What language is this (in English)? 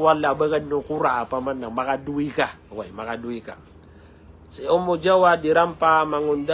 Maranao